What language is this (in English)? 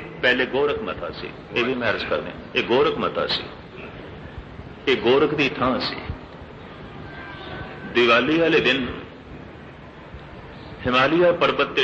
Punjabi